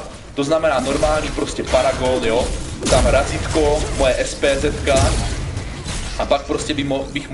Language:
Czech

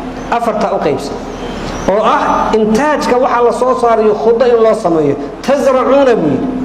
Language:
Somali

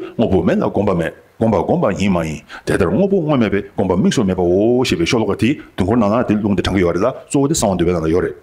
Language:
Tibetan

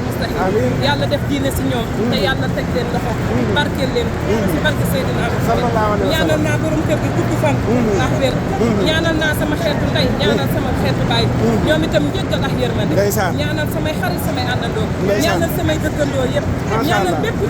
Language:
Wolof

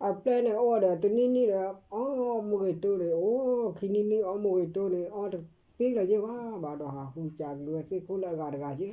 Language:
S'gaw Karen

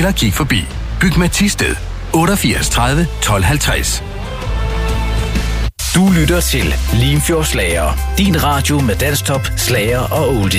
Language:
Danish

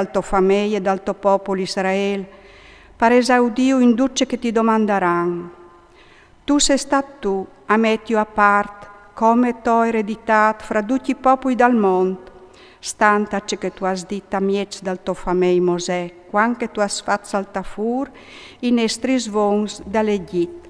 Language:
Friulian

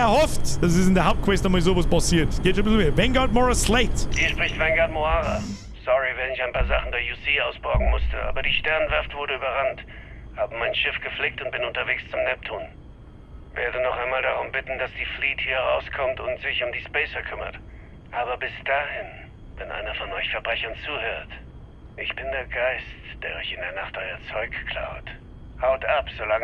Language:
Bavarian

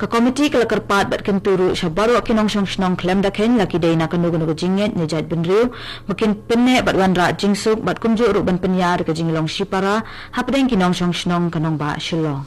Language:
Khasi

